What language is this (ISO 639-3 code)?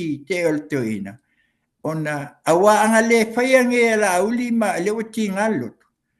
smo